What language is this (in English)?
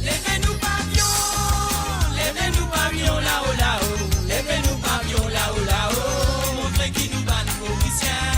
Morisyen